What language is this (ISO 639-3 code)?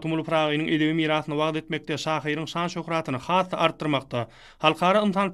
tuk